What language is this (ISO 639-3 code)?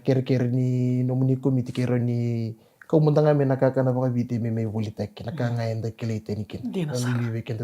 fij